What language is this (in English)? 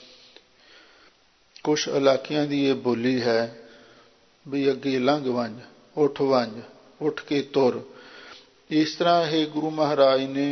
Punjabi